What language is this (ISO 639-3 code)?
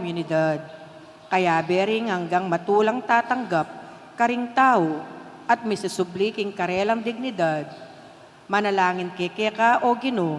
pam